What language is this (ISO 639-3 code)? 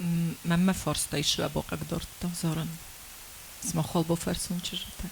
oss